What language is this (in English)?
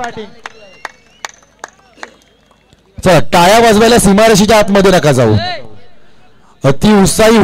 Marathi